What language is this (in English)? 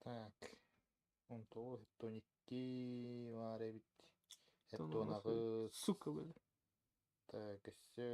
Yakut